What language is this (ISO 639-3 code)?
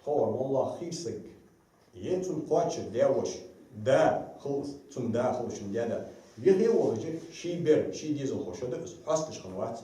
inh